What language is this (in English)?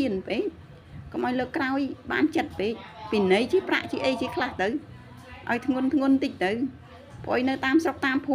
Khmer